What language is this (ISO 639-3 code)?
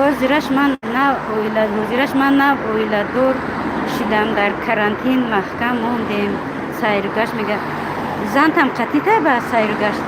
tgk